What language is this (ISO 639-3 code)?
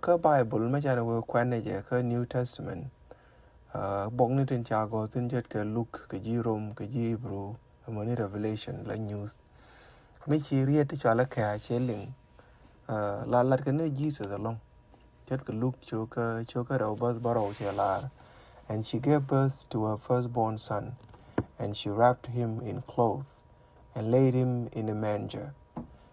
nus